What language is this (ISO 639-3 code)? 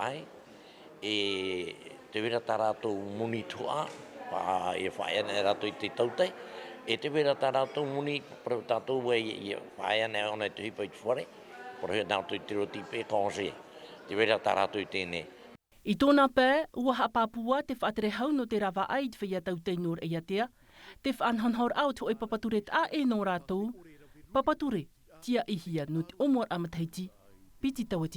tah